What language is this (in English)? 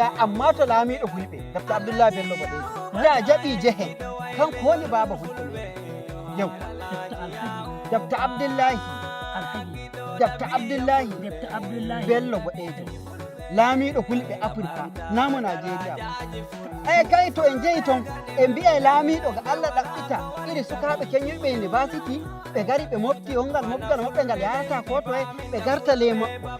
Nigerian Fulfulde